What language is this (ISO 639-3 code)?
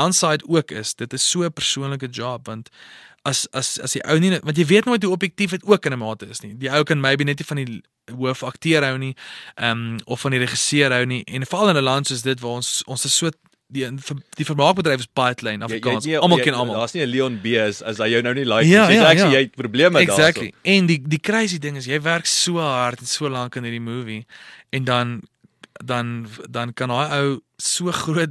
afr